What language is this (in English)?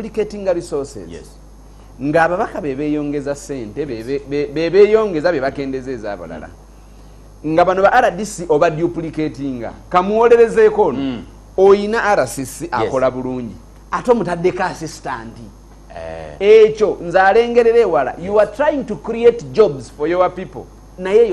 Ganda